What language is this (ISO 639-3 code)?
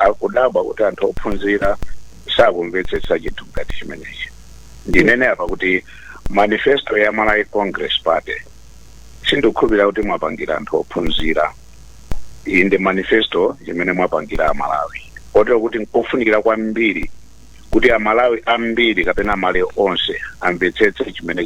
nya